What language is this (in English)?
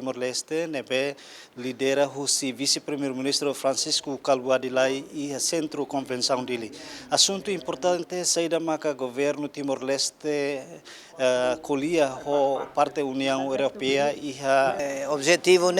Tetum